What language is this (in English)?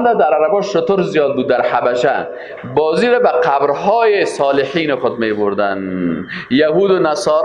Persian